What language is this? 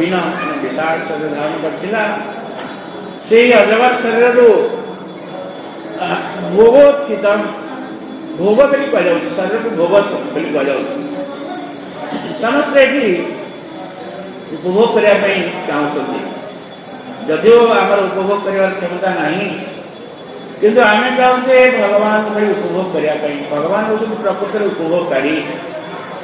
Odia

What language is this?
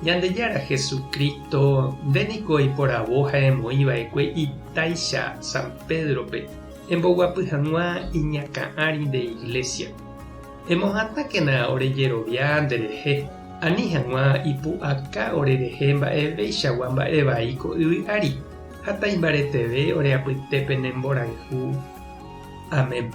Guarani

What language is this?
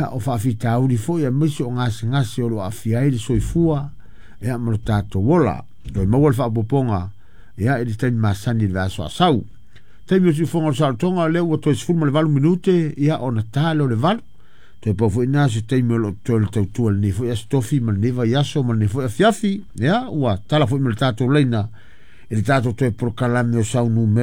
Samoan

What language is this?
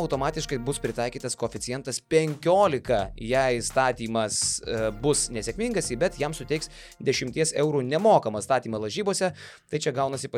Lithuanian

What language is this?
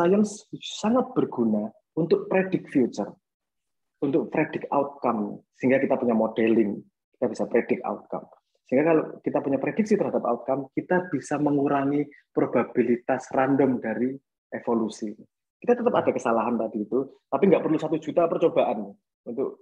Indonesian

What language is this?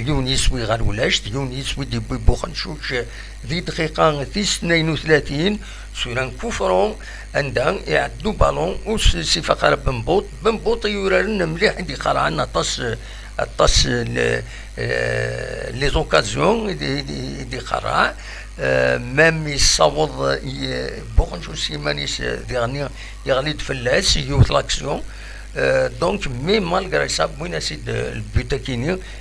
Kabyle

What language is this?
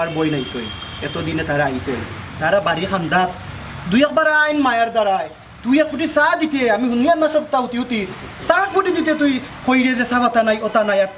Sylheti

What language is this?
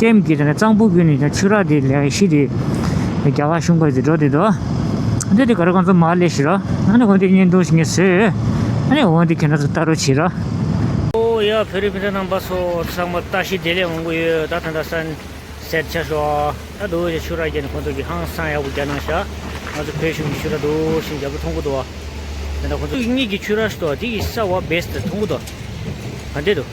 Tibetan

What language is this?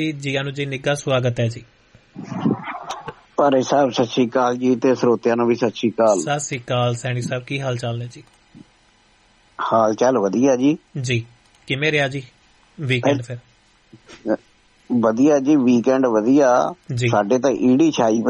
Punjabi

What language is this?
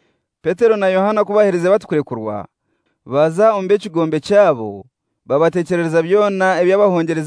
Kinyarwanda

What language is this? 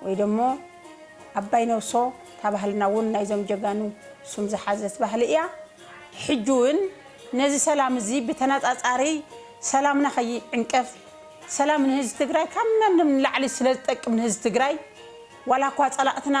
Tigrinya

